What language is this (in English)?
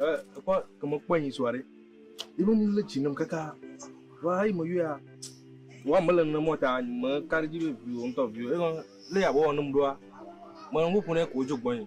Ewe